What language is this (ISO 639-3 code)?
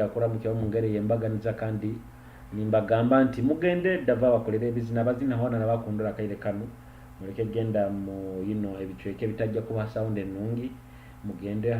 nyo